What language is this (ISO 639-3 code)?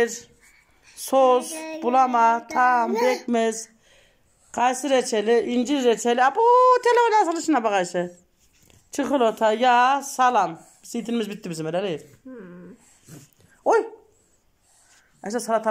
tur